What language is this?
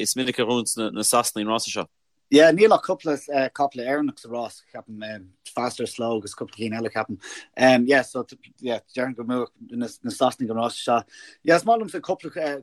Irish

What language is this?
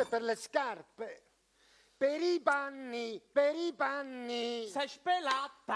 Neapolitan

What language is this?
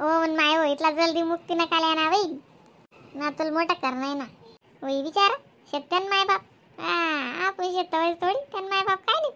Khandesi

